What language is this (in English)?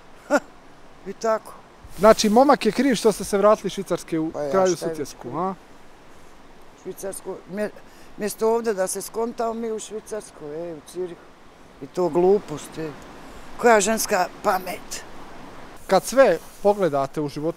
Bosnian